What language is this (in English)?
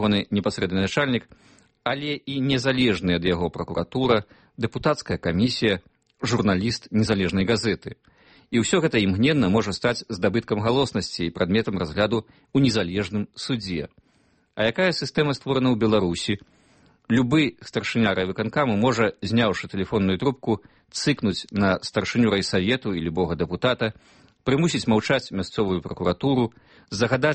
Belarusian